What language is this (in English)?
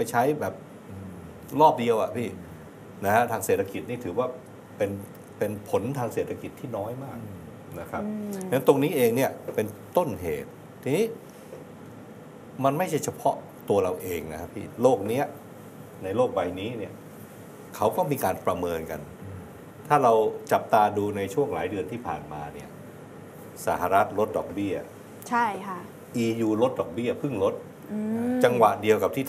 Thai